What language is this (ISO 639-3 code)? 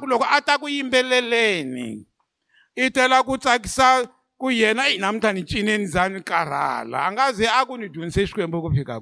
tso